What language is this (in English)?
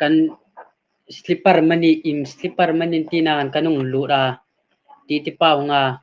Hmar